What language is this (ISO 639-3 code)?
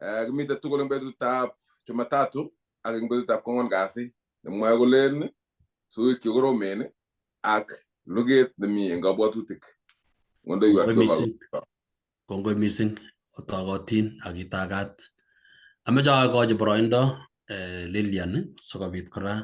kln